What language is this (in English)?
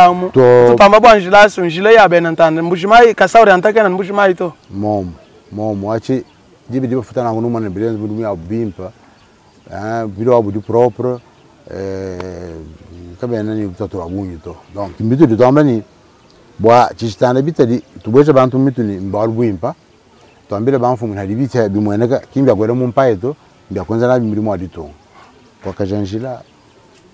Luba-Lulua